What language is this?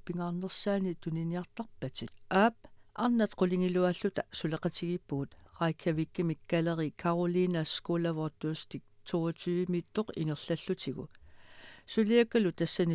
Kalaallisut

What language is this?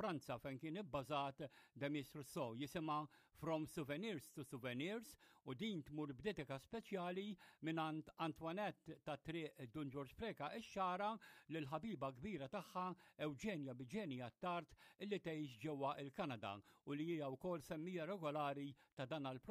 Maltese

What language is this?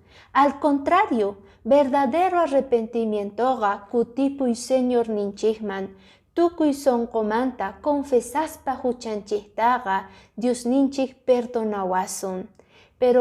Quechua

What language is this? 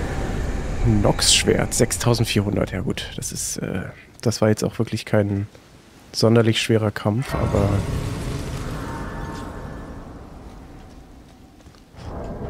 German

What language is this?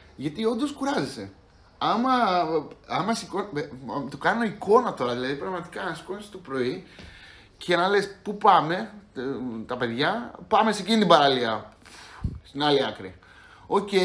Greek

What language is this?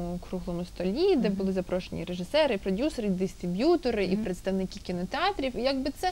Ukrainian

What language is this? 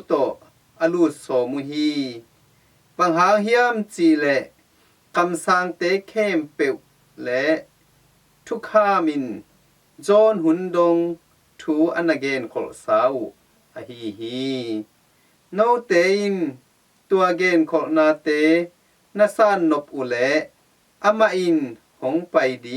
Tedim Chin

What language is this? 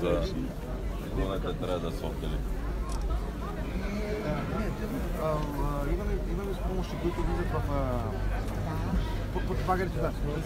Bulgarian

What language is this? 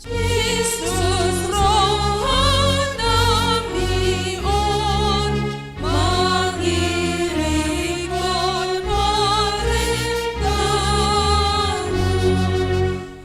Batak Simalungun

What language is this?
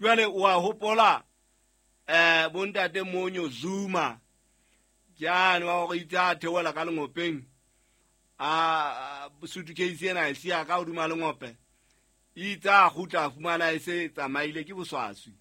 Southern Sotho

